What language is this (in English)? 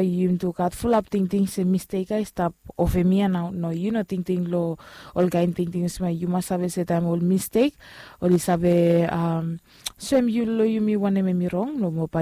Bislama